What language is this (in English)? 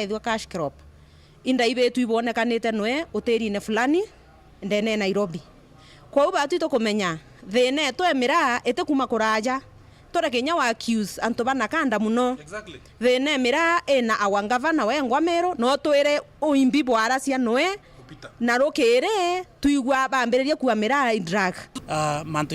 Meru